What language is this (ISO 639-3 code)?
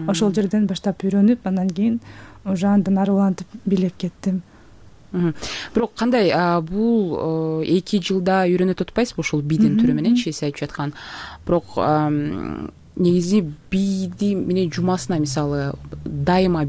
kir